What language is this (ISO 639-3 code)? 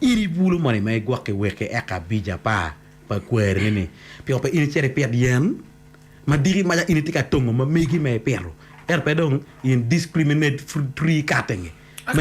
ach